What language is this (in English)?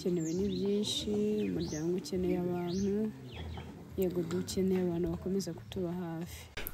Kinyarwanda